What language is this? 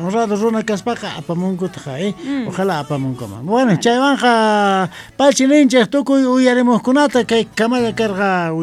South Bolivian Quechua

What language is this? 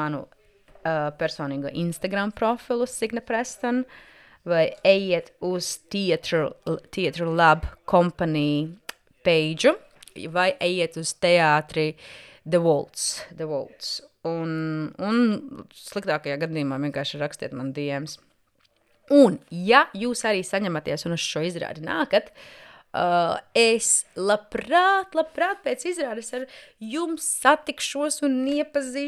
Latvian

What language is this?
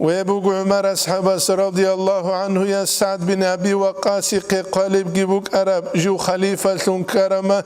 Avaric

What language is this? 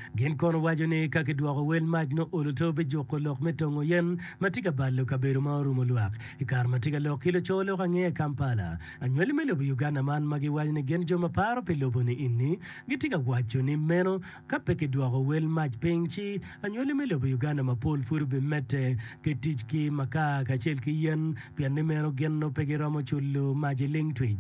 Acoli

